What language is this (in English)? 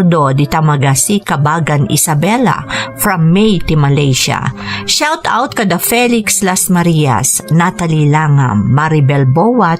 Iloko